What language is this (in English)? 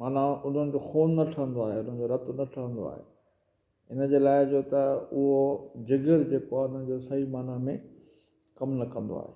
Sindhi